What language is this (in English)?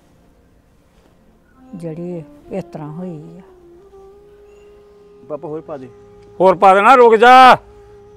Punjabi